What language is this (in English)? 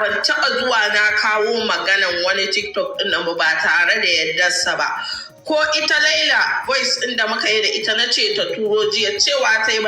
Hausa